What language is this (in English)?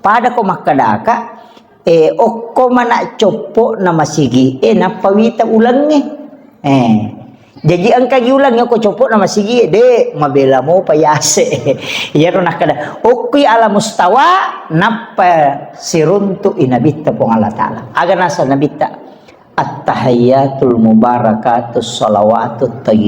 Buginese